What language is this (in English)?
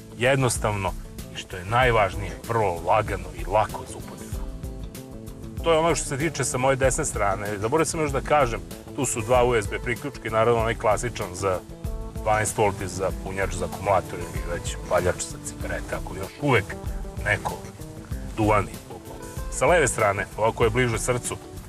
Serbian